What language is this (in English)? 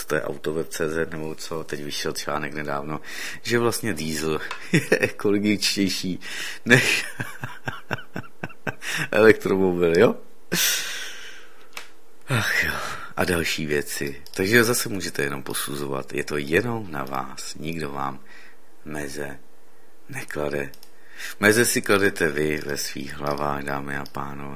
Czech